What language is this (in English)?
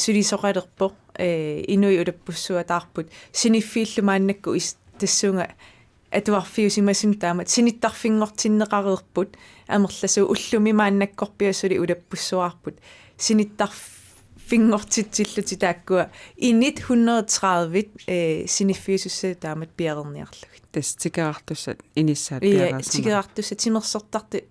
Kalaallisut